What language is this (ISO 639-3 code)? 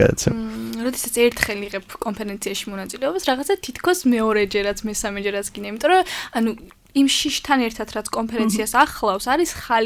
kat